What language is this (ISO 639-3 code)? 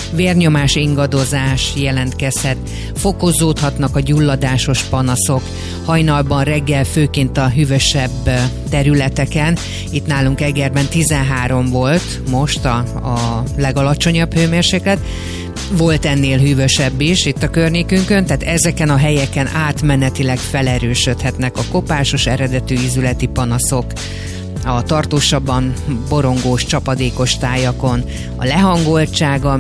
hun